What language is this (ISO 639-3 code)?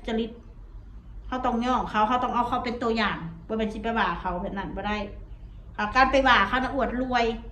tts